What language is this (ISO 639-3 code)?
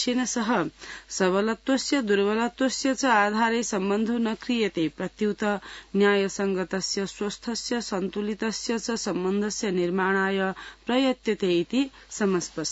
san